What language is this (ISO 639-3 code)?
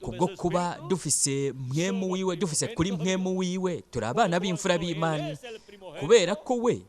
run